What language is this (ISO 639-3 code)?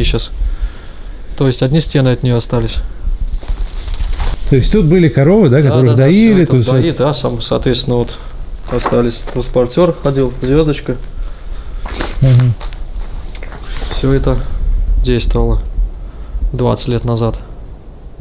rus